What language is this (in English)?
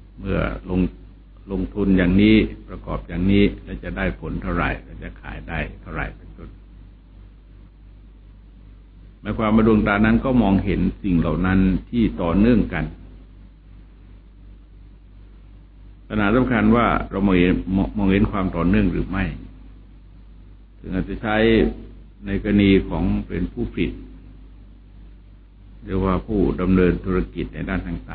Thai